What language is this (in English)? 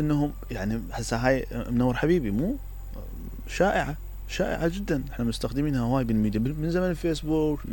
Mesopotamian Arabic